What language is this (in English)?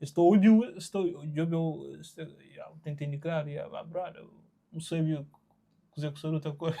Kabuverdianu